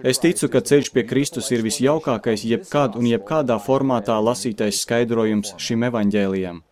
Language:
Latvian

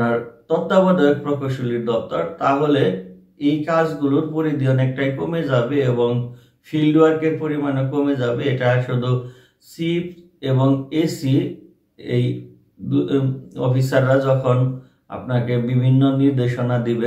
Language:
Bangla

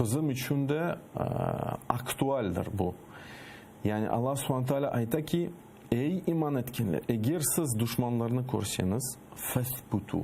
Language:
Crimean Tatar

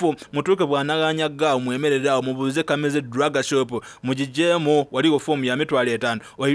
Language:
Soga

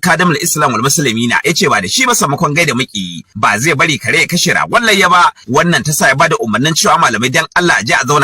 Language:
Hausa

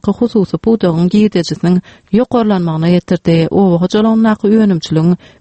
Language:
Turkmen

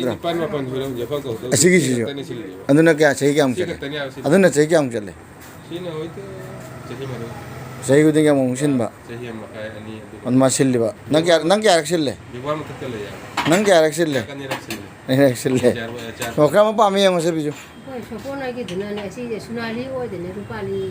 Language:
Manipuri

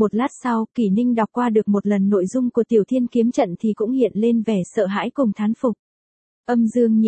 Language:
Vietnamese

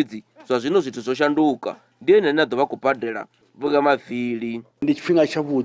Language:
Venda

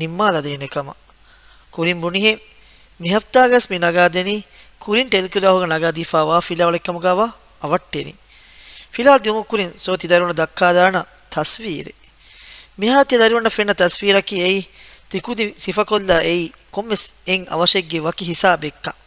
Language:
Divehi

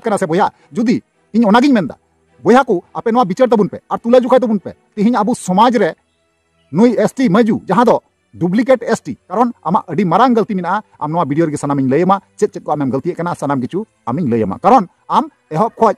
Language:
Santali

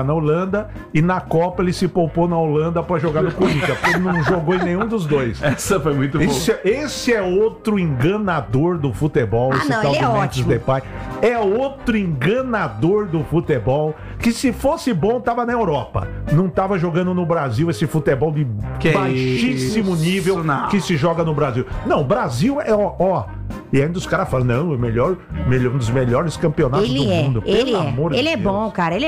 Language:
Portuguese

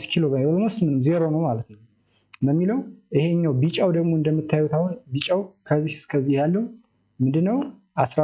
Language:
Amharic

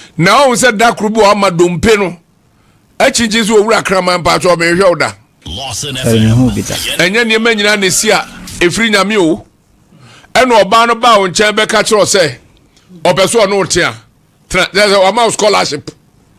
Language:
Akan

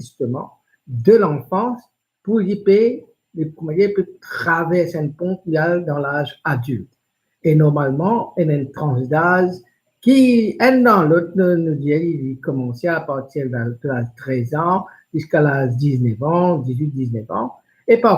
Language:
Morisyen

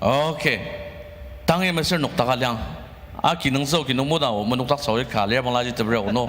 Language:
Ao Naga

